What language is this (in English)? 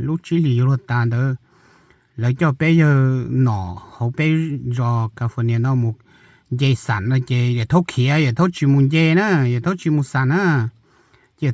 Hmong